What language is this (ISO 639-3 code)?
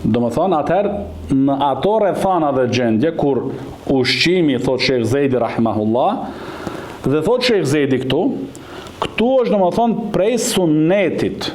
sqi